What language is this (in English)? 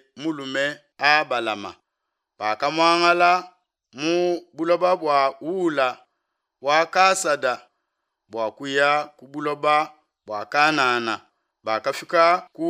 Luba-Lulua